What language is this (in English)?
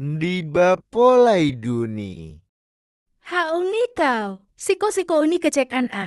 Minangkabau